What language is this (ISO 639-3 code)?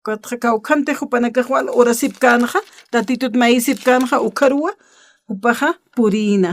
aym